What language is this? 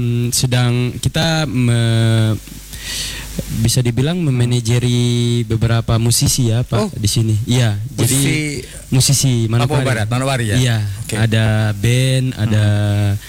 Indonesian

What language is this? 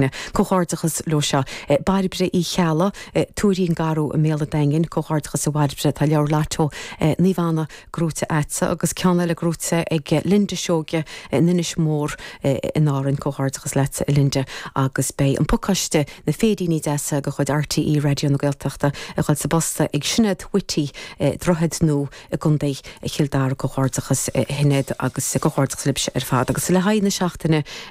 Irish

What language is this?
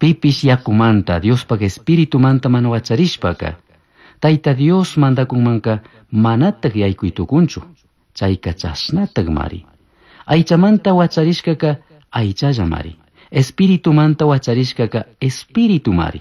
Chimborazo Highland Quichua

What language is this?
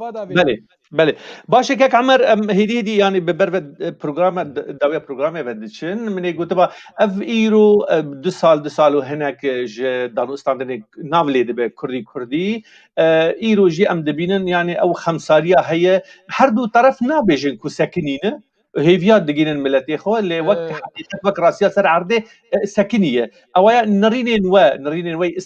Kurdish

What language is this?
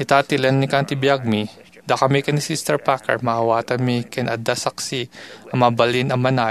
Iloko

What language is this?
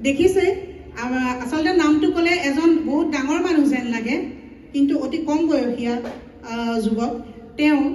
Assamese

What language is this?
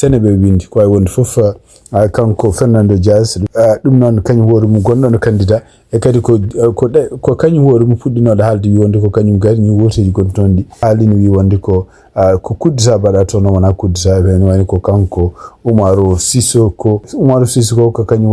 Fula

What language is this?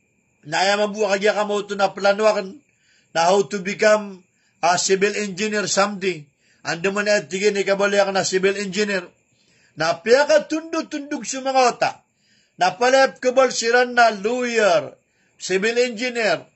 Maranao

